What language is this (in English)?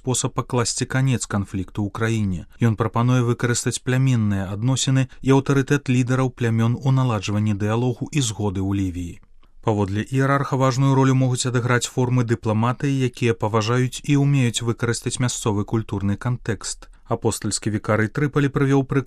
Belarusian